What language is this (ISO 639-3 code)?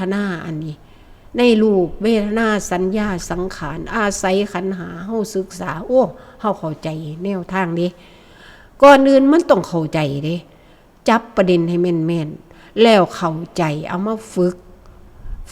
tts